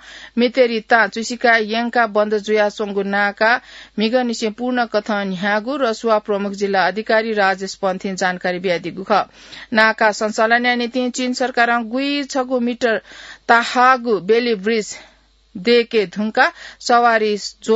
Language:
Newari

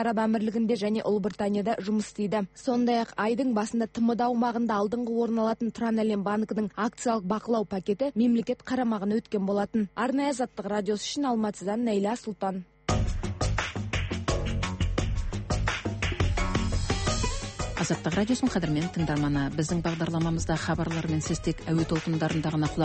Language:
Kazakh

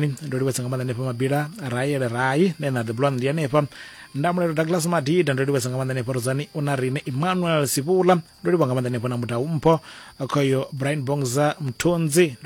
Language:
Venda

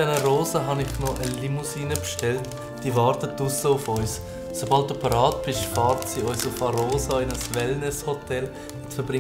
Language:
Swiss German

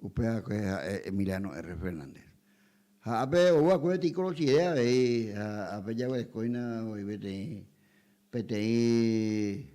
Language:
Guarani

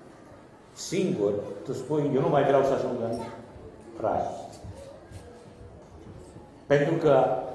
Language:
Romanian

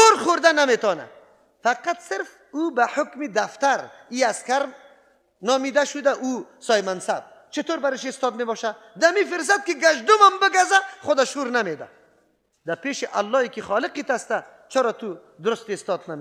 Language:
Persian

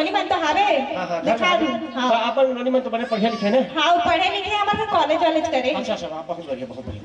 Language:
Chhattisgarhi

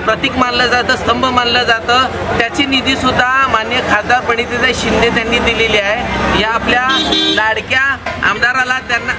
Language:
Marathi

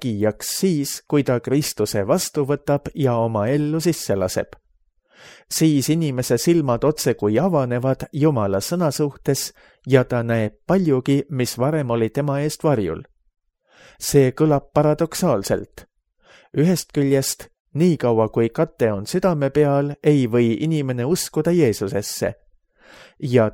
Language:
Estonian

